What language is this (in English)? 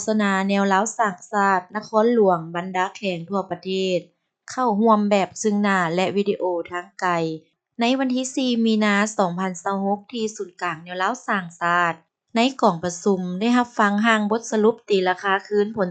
Lao